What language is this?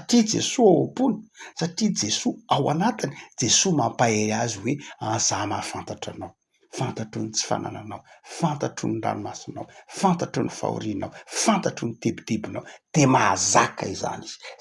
Malagasy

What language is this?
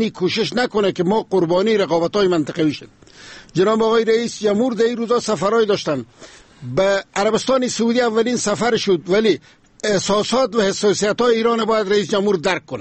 Persian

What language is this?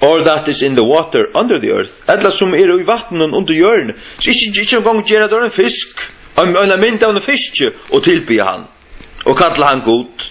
Faroese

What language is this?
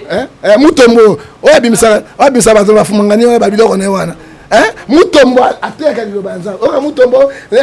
Lingala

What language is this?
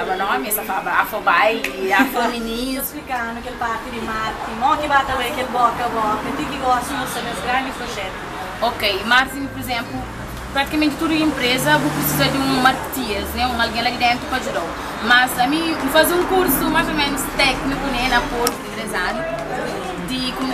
Kabuverdianu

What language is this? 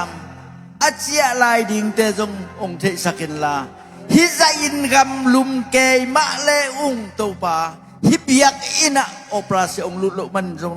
Tedim Chin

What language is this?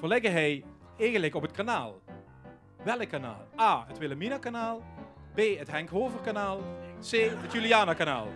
Limburgish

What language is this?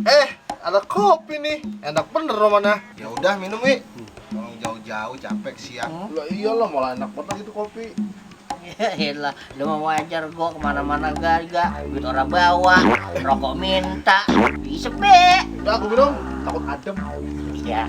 Betawi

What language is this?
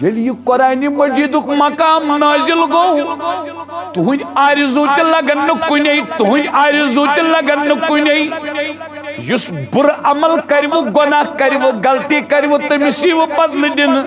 Kashmiri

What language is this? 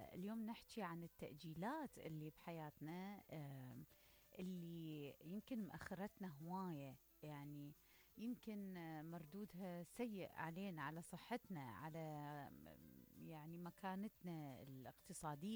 Mesopotamian Arabic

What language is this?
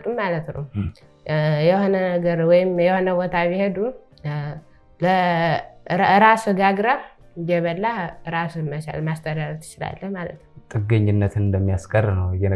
Amharic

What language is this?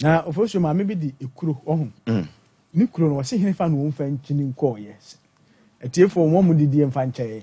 Akan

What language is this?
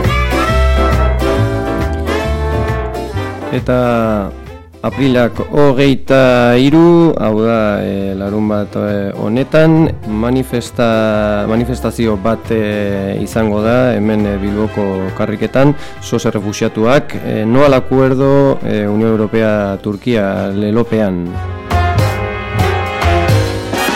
Basque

